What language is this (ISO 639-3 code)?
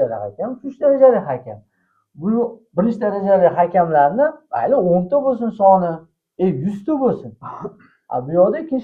uzb